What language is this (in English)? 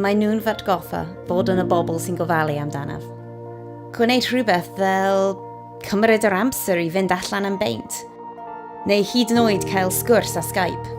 Welsh